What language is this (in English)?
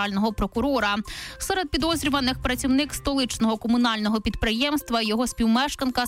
Ukrainian